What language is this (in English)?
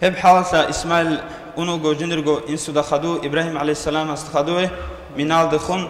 Avaric